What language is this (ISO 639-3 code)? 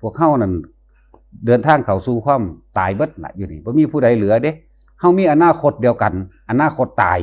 tts